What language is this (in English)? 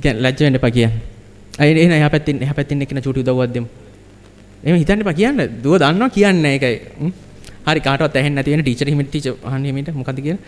Sinhala